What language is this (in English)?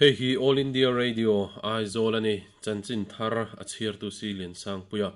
Mizo